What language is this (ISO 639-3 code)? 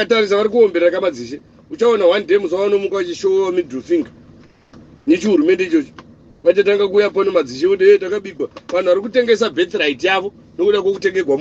sna